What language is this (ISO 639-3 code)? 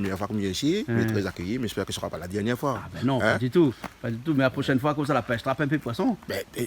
rcf